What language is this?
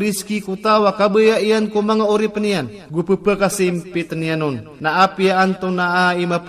Iranun (Philippines)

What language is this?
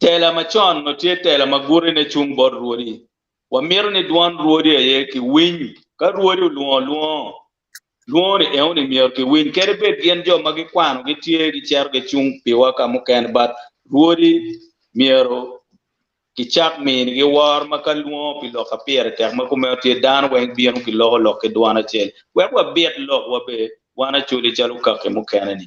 Acoli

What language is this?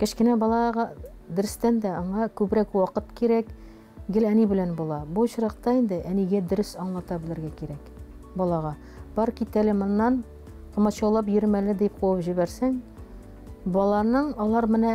Tatar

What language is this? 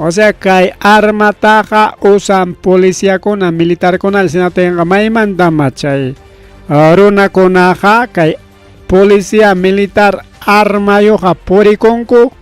Ayacucho Quechua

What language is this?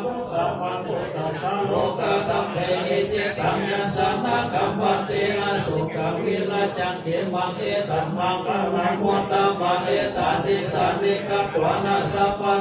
Pali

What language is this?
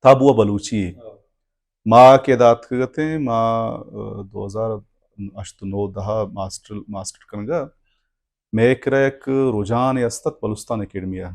Baluchi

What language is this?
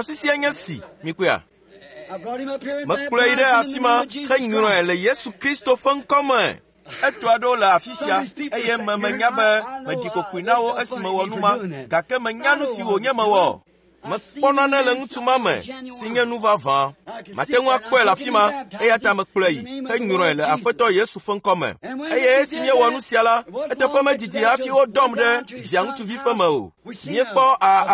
Ewe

